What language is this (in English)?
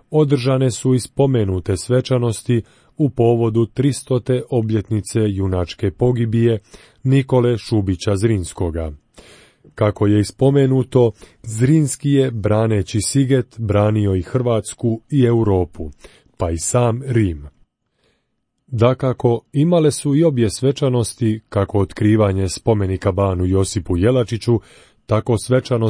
Croatian